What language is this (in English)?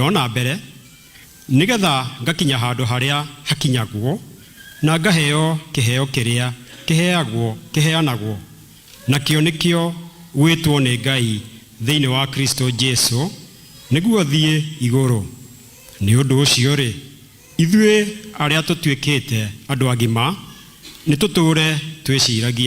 Kikuyu